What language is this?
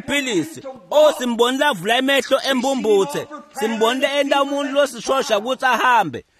Swati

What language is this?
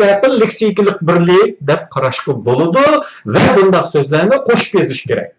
Uyghur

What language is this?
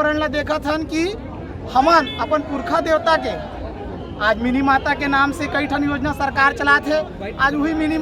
Chhattisgarhi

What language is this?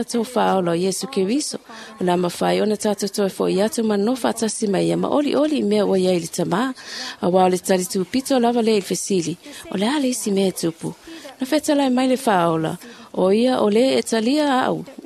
Samoan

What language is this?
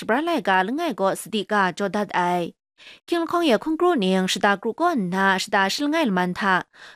Kachin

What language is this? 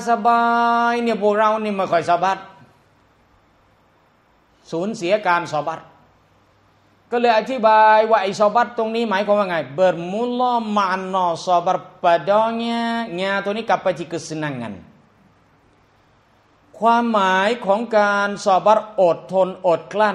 Thai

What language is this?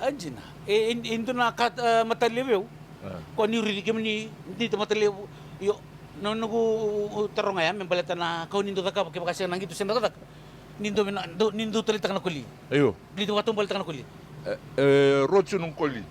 Fijian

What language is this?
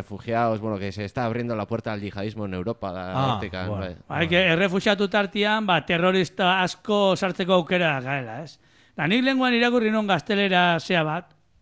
Basque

